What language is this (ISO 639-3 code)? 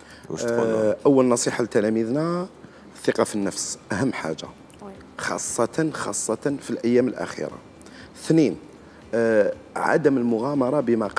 arq